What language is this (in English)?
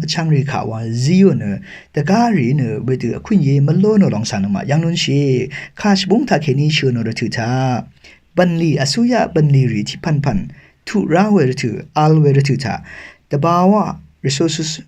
Rawang